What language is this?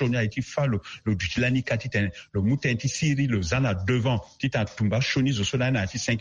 Sango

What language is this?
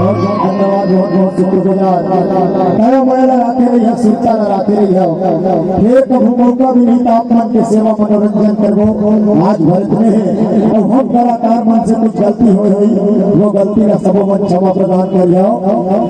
Chhattisgarhi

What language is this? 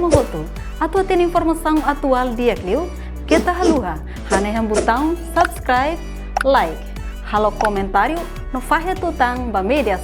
Tetum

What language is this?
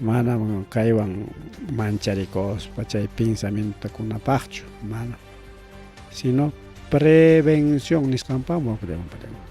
Ayacucho Quechua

